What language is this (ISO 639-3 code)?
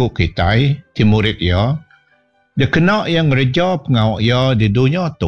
iba